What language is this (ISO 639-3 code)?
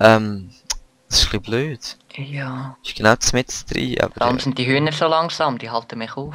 gsw